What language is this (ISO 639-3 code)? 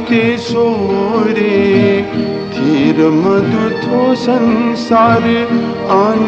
new